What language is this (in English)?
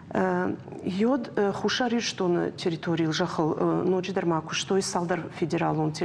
Ossetic